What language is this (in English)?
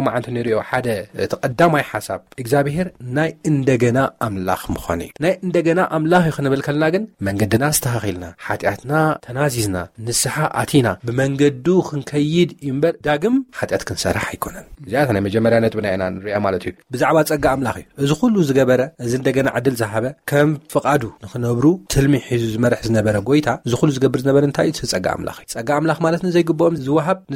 Tigrinya